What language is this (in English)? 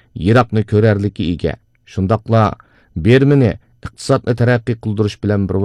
Uyghur